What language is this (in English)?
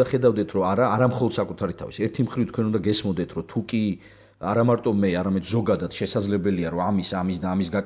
Georgian